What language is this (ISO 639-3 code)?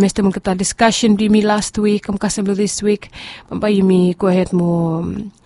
bis